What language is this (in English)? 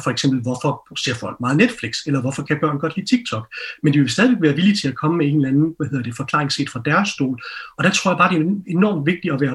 Danish